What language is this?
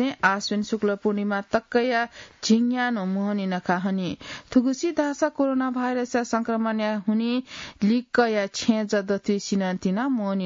Newari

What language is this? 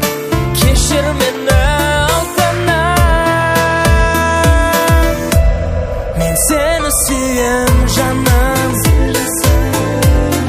Kazakh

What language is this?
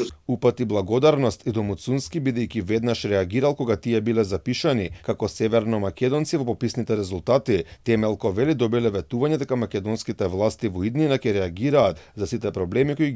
Macedonian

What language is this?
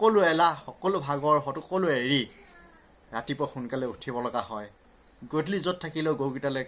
Assamese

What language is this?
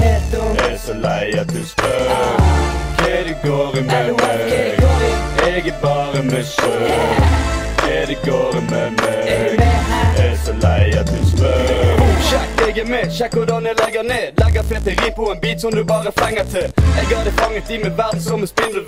Norwegian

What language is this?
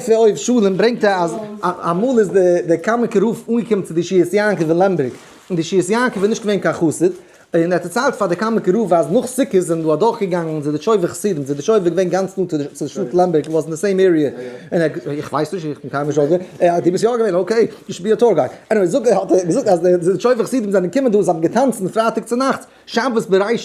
Yiddish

